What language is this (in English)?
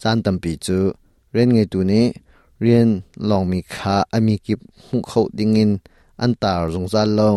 Hakha Chin